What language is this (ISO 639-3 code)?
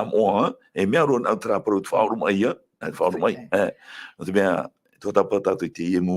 tah